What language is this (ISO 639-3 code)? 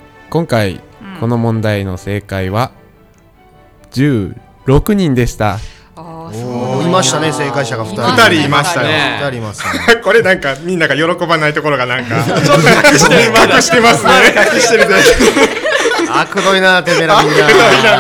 jpn